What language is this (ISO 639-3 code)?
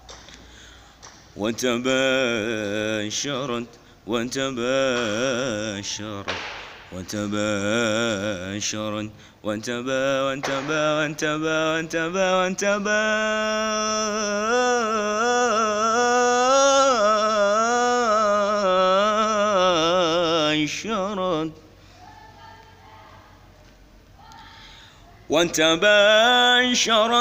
ara